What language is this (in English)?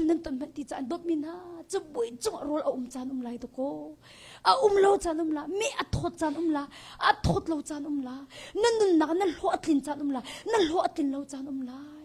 Hakha Chin